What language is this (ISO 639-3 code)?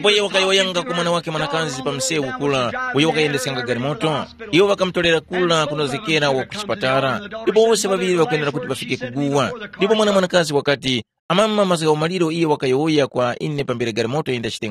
tum